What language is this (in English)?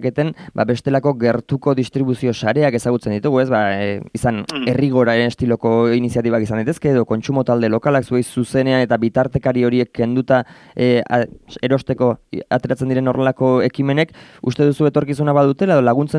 Basque